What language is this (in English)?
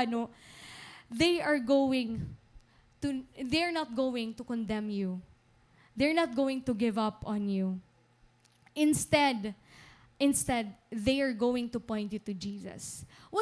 Waray